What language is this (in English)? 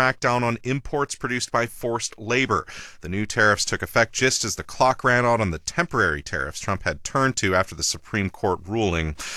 English